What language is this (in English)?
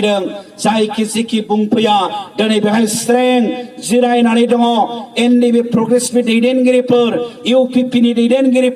Bodo